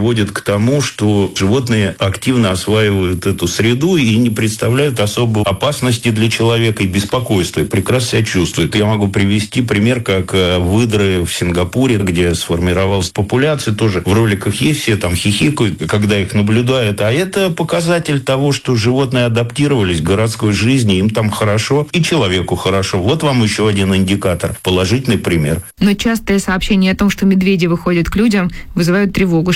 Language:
Russian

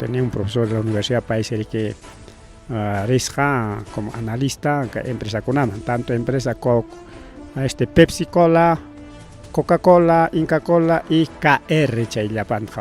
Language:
Ayacucho Quechua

